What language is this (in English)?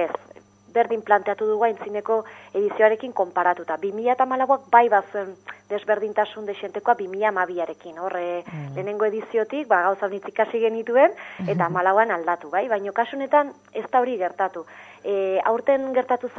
Basque